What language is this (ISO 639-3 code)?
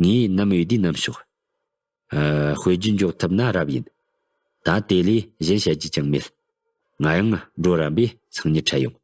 bod